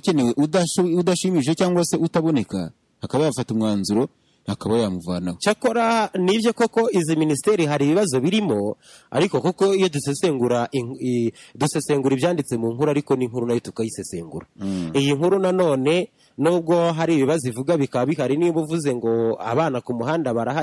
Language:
Kinyarwanda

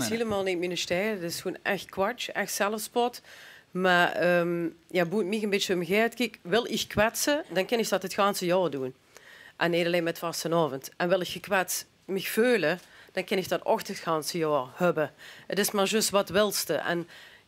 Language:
Limburgish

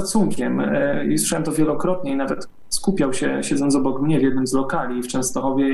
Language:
Polish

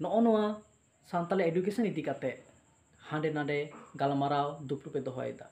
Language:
Santali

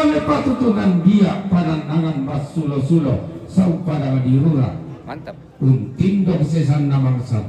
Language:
Toraja-Sa'dan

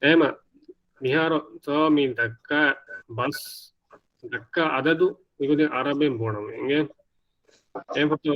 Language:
Divehi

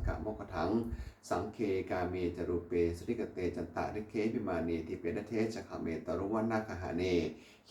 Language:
Pali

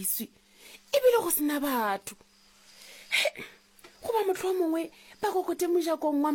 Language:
Northern Sotho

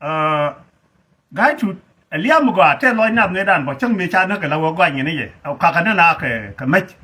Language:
Nuer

